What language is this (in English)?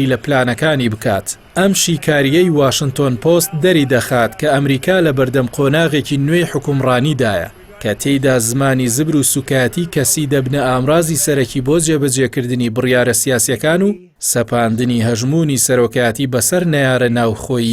Central Kurdish